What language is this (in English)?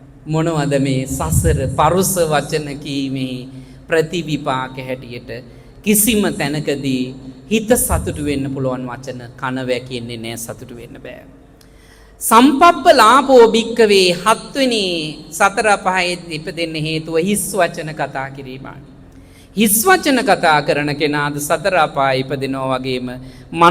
Sinhala